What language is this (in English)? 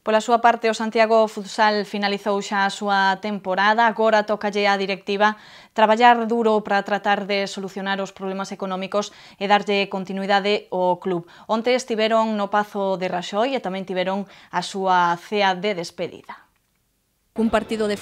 Galician